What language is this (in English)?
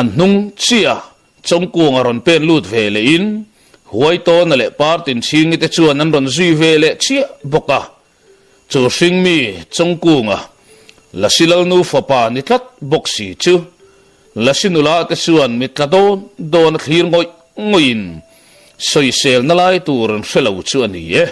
Mizo